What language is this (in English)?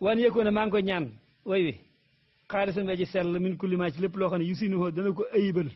Wolof